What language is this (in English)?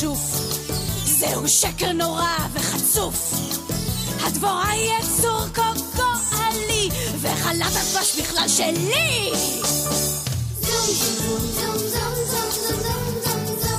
Hebrew